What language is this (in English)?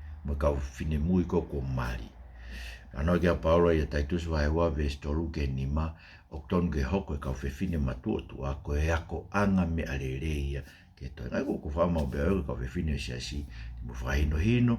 Tongan